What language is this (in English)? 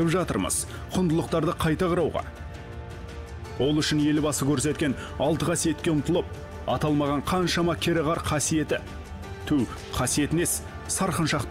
Kazakh